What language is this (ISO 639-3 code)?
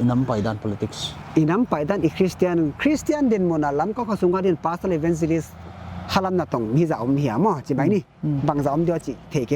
pck